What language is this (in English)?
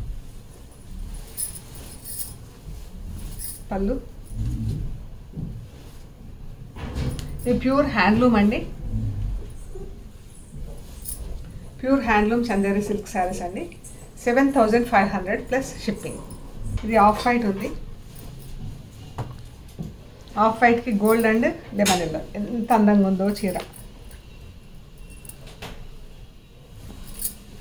Telugu